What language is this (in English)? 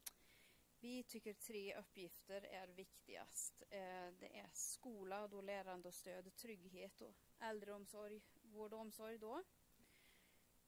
Swedish